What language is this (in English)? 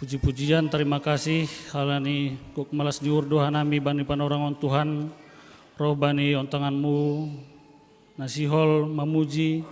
Batak Simalungun